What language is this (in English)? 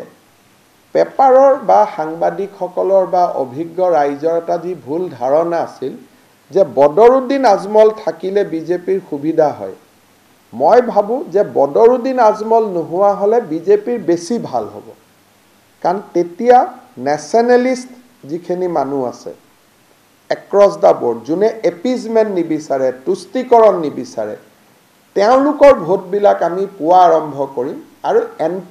Assamese